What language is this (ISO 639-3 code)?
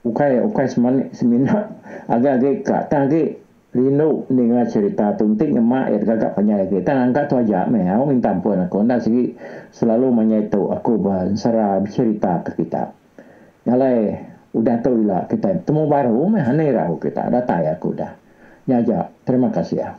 iba